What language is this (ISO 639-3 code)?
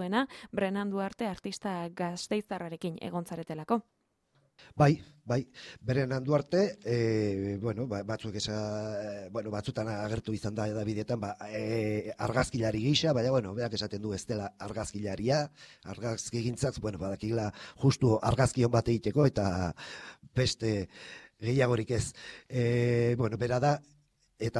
eus